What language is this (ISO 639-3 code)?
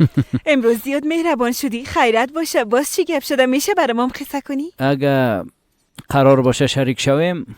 fas